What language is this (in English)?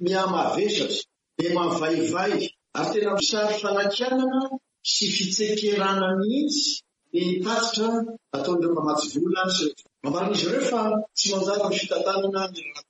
Malagasy